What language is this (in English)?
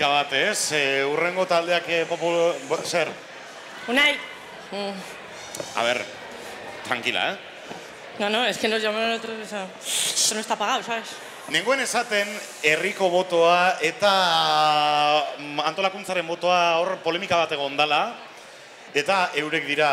Basque